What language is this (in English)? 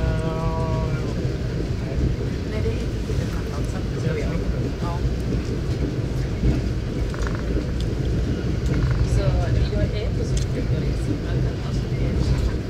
Swedish